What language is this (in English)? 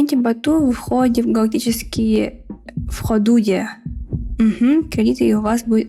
Yakut